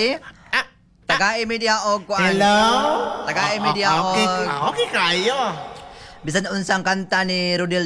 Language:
Cebuano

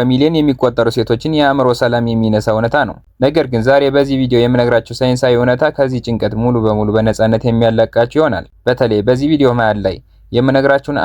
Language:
Amharic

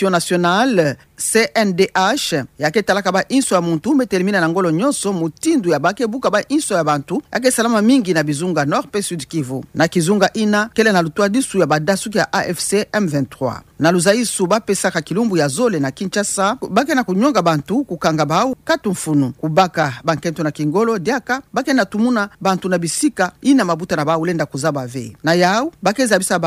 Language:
Kituba (Democratic Republic of Congo)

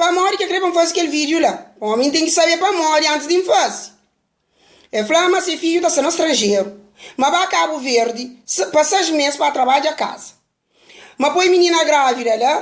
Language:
Kabuverdianu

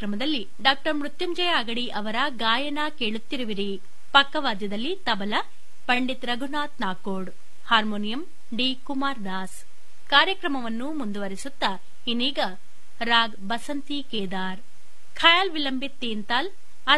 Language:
Kannada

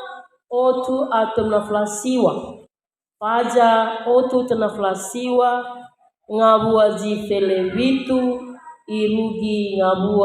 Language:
Nias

